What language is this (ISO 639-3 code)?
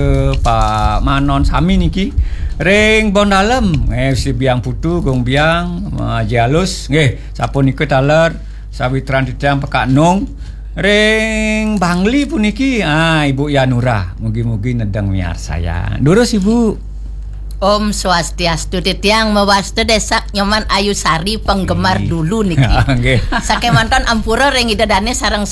ban